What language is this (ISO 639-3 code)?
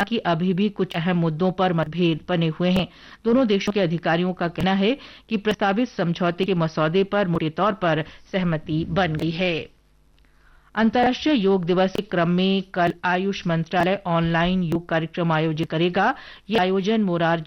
hin